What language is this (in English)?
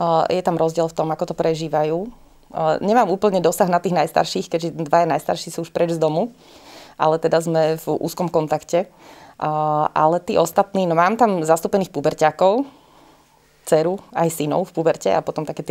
Slovak